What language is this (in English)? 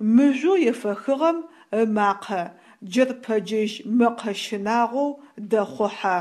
Adyghe